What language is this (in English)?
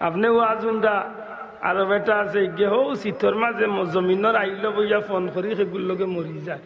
Sylheti